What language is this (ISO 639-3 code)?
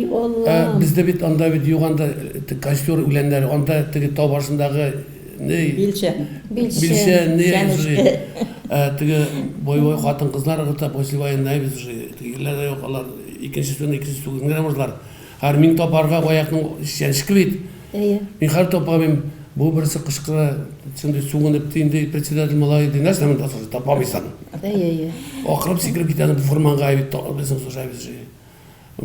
tat